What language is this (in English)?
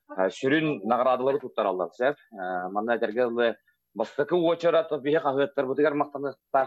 Yakut